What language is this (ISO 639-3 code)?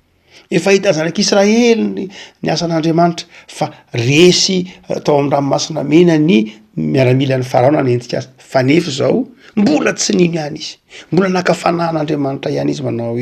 mlg